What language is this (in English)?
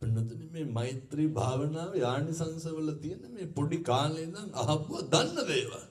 Sinhala